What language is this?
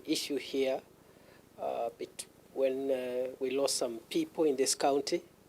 Kamba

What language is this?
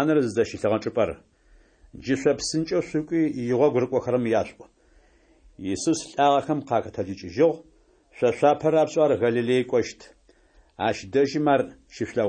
Adyghe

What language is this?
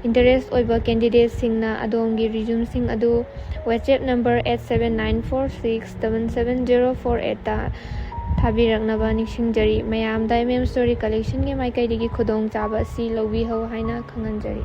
Manipuri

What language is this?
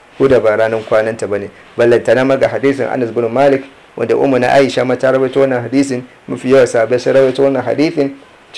Hausa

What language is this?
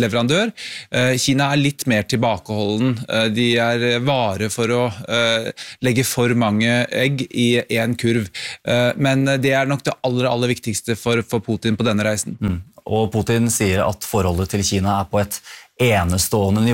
Norwegian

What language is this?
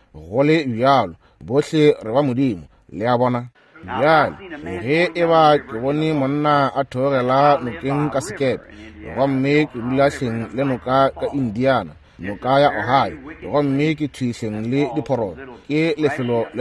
Northern Sotho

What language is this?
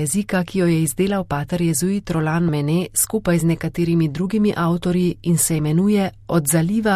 Slovenian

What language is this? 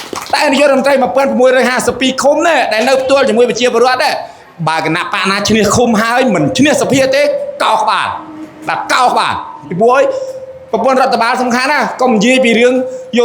Khmer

